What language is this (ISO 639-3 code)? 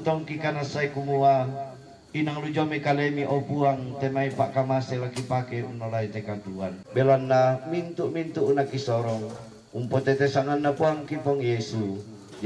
sda